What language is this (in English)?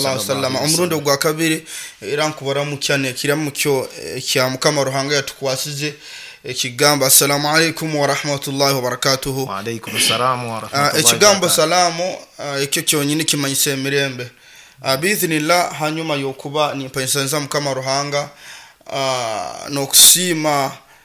Nyoro